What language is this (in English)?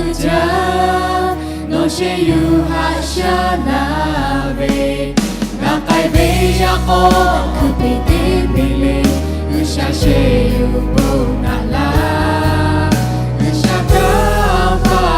Lahu